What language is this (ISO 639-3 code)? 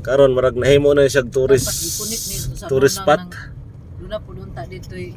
ceb